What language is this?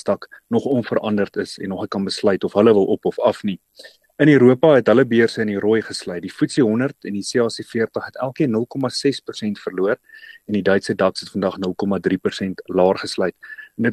Afrikaans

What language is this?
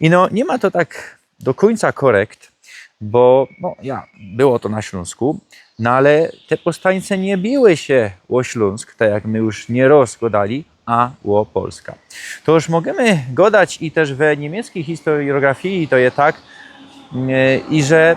Silesian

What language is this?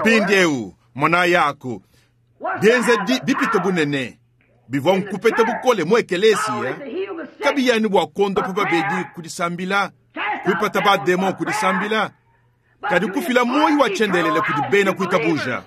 Luba-Lulua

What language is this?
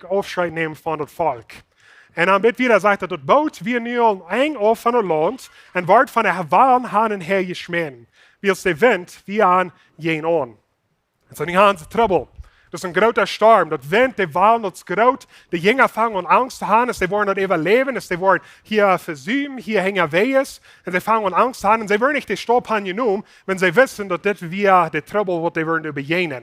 Plautdietsch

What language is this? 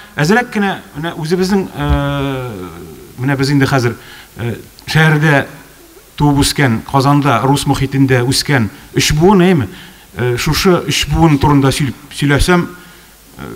Tatar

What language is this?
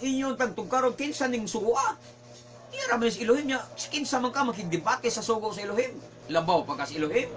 Cebuano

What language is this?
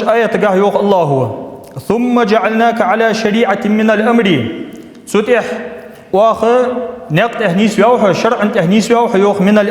Ingush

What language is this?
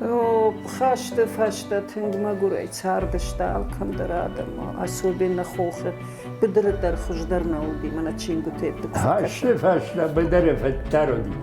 Ossetic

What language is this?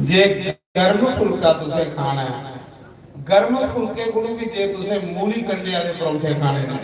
Dogri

